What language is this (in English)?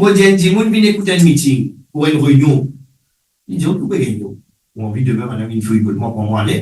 Morisyen